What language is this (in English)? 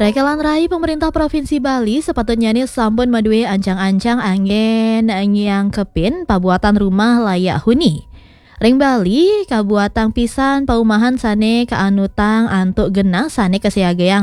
Balinese